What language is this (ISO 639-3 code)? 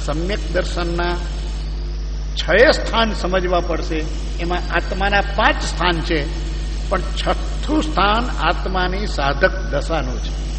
guj